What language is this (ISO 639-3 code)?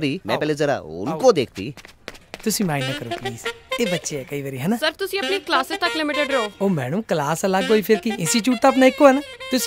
pan